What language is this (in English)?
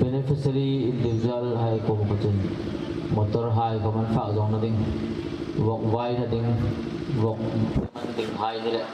Hmar